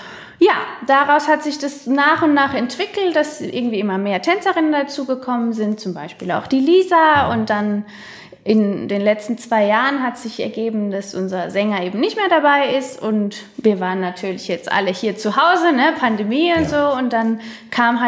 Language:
German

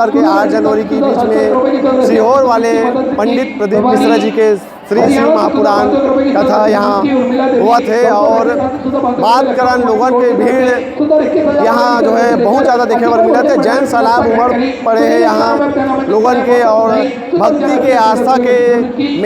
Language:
Chhattisgarhi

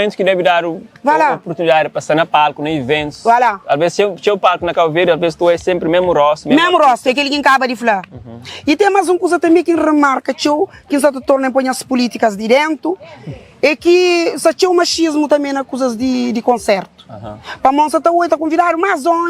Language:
Kabuverdianu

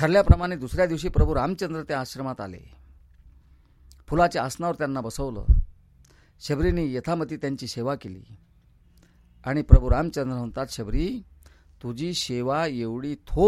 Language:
Marathi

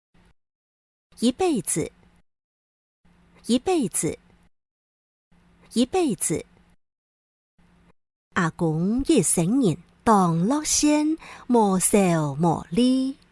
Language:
Hakka Chinese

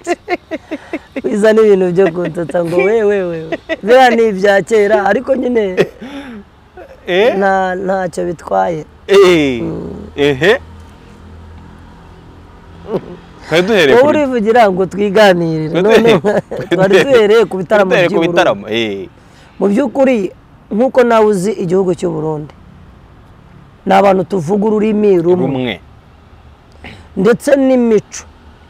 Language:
Kinyarwanda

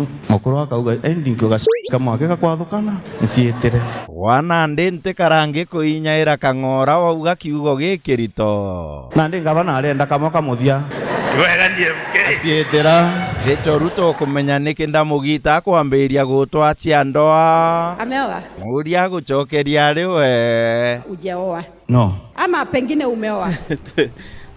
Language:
Meru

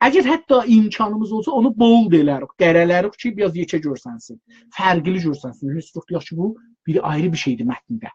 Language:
South Azerbaijani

